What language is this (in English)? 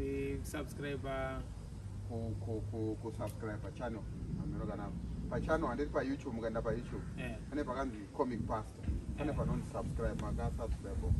Shona